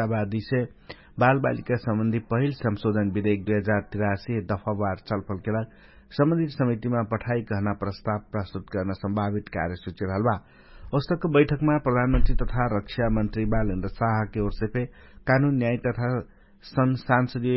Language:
Dangaura Tharu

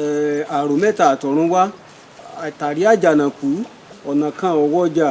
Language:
Yoruba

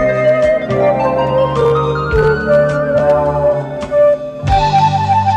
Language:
Ukrainian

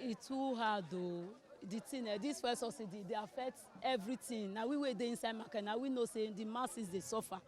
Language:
Nigerian Pidgin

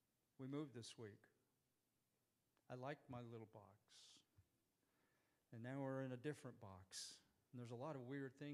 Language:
English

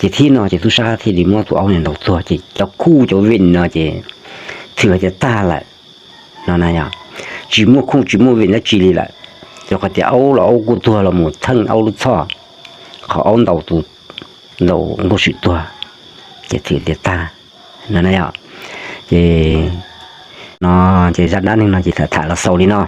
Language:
Hmong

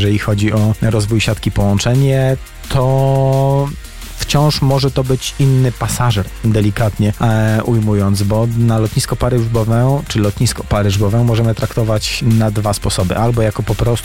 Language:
Polish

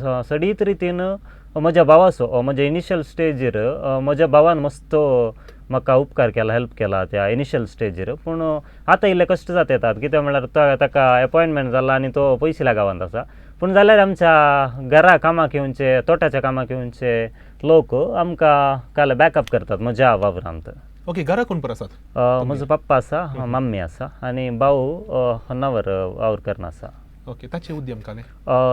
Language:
Konkani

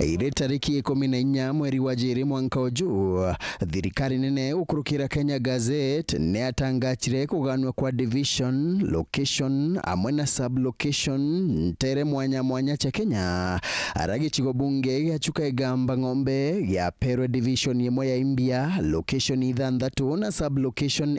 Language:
Meru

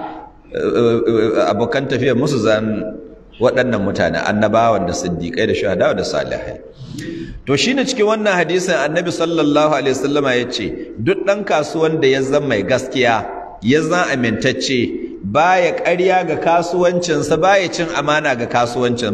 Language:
Hausa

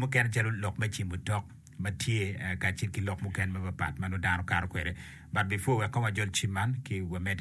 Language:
Acoli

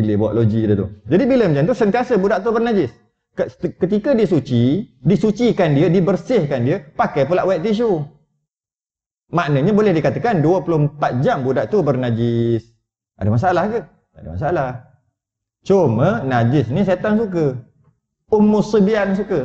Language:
Malay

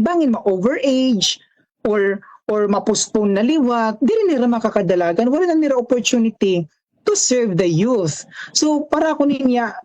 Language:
Waray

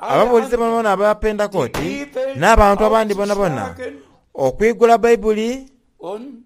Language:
Soga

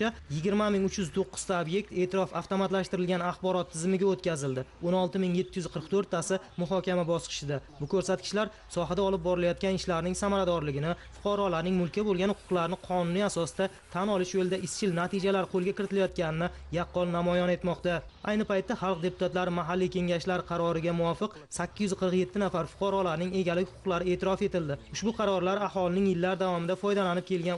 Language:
Uzbek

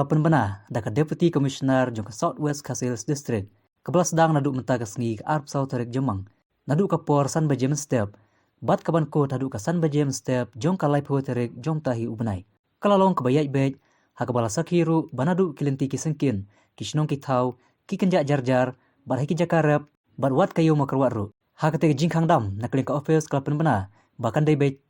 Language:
Khasi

